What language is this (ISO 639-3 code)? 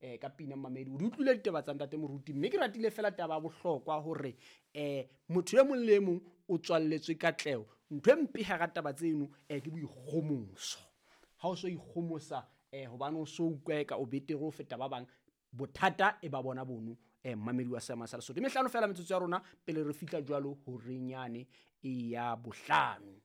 sot